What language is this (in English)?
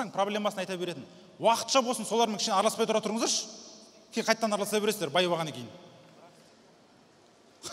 Kazakh